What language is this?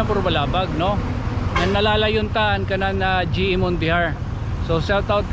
Waray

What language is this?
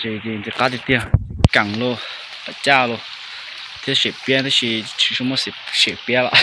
Hmong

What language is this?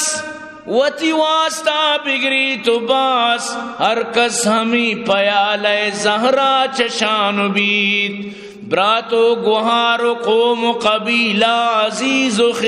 Eastern Balochi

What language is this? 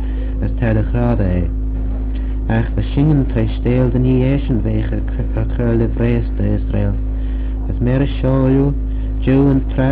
Manx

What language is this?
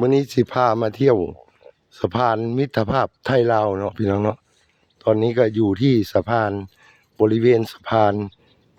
Northeastern Thai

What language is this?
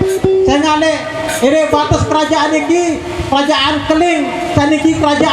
Sasak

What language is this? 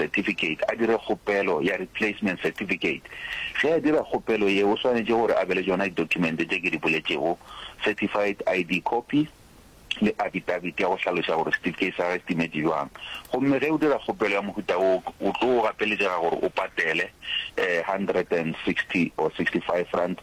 Northern Sotho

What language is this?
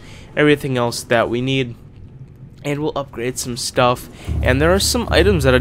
English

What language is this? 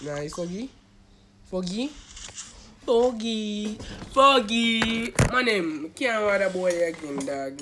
Jamaican Creole English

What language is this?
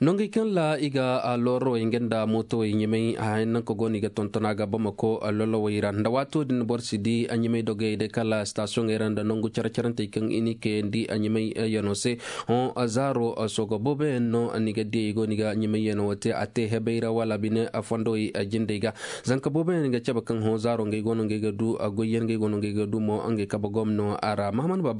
Zarma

